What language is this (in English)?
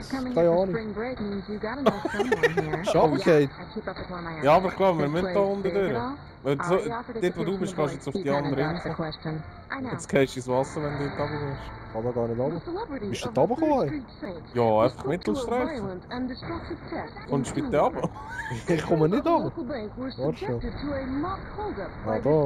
Swiss German